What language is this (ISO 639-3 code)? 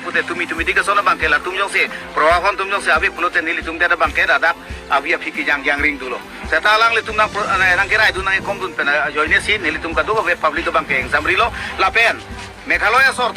mjw